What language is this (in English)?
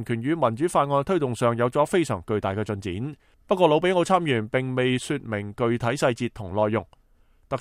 Cantonese